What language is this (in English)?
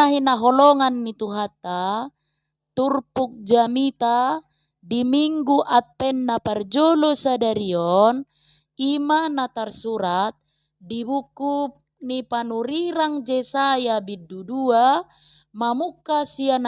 Batak Toba